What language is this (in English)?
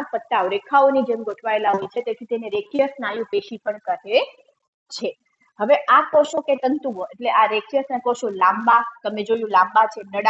Gujarati